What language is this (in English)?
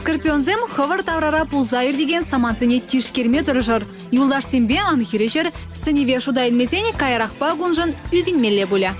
Chuvash